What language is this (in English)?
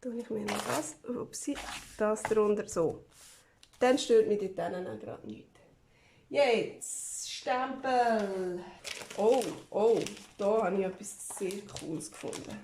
Swiss German